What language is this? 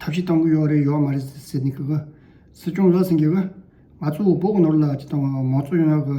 Tibetan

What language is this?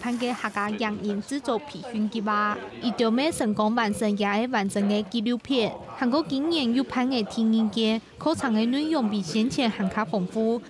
Hakka Chinese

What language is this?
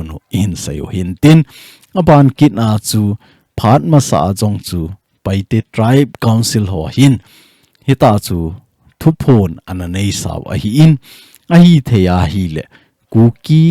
Thado Chin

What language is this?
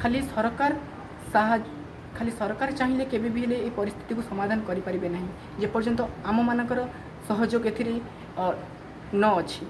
Odia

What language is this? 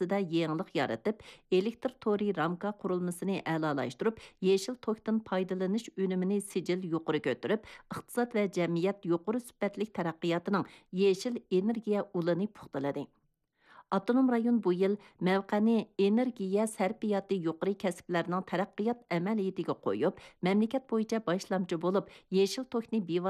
Uyghur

